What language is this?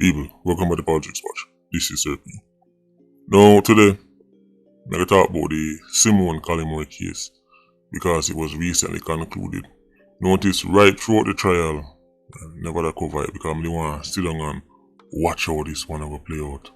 Jamaican Creole English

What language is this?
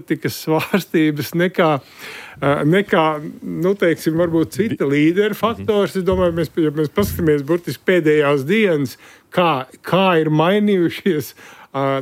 Latvian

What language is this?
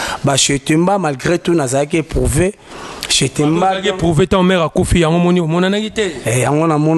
Lingala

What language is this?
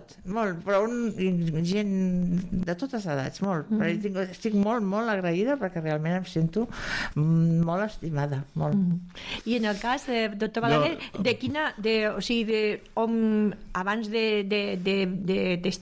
Catalan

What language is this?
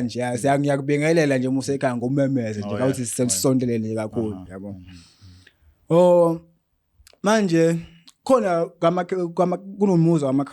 Zulu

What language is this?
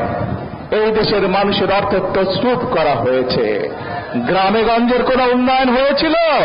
Bangla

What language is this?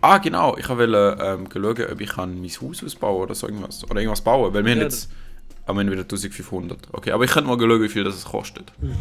Swiss German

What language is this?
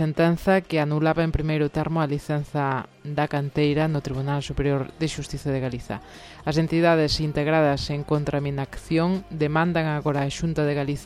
Galician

